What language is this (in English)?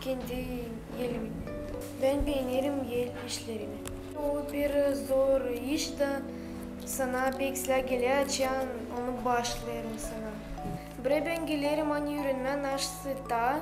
Gagauz